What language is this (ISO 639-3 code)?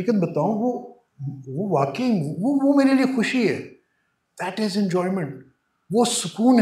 urd